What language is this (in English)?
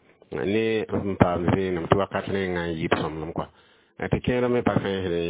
Mossi